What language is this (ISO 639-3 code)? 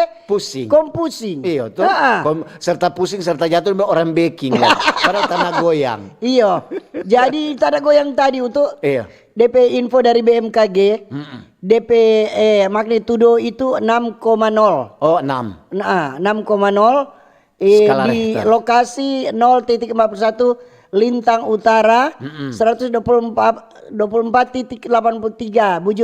xmm